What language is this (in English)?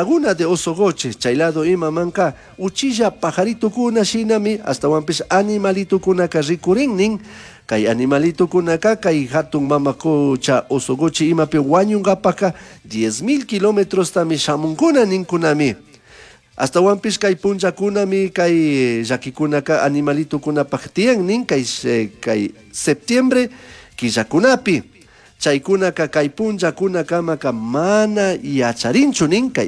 Chimborazo Highland Quichua